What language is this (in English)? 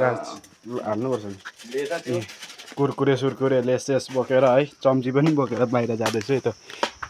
Nepali